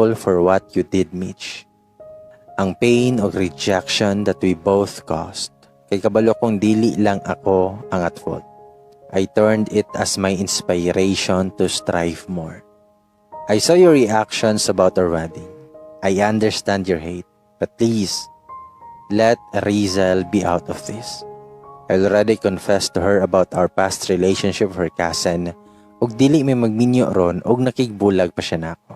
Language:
Cebuano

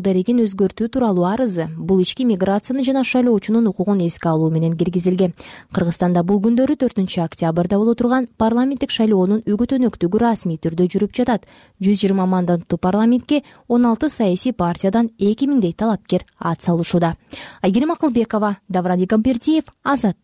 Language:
Kyrgyz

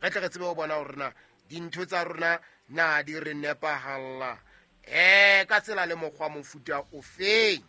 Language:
Southern Sotho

